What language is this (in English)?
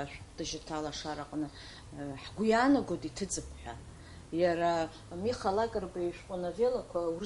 Abkhazian